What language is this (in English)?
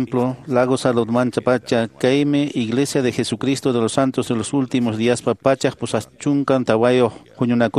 Quechua